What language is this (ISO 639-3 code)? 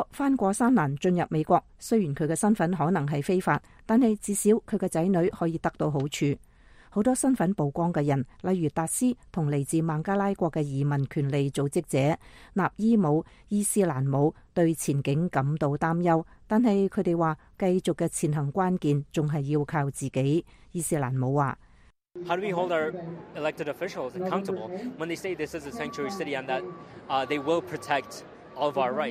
yue